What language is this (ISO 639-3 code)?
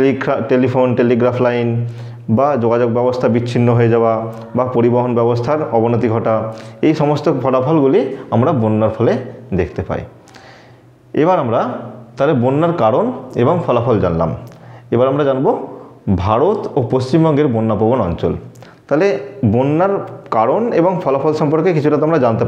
ben